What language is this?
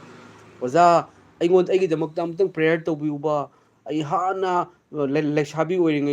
Manipuri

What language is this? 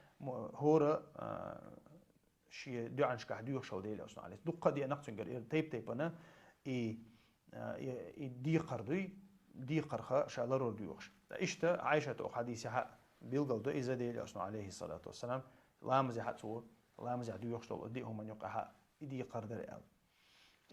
Chechen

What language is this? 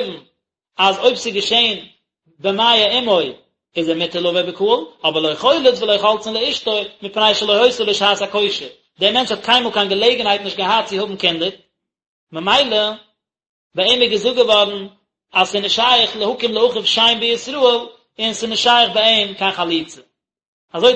Yiddish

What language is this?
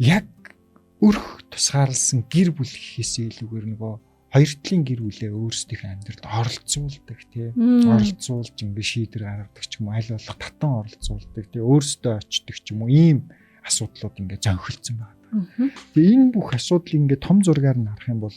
Mongolian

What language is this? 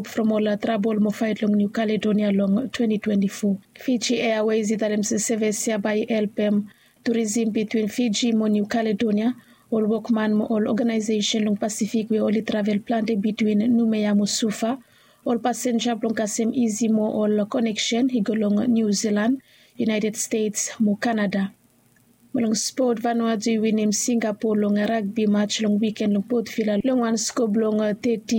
Bislama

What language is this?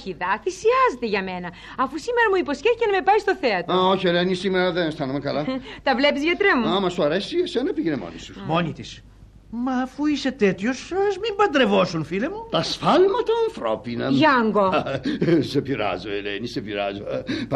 Greek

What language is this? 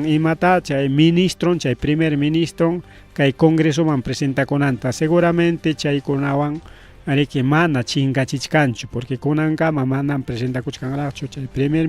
Ayacucho Quechua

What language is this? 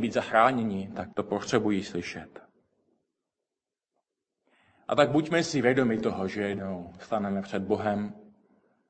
Czech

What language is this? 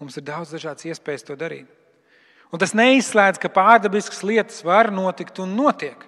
Latvian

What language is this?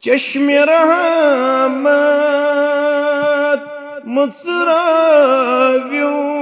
Kashmiri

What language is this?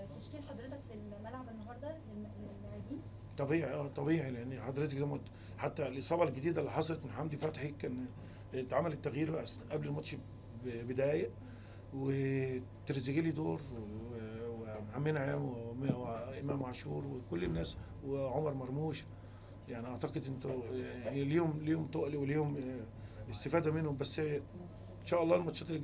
Egyptian Arabic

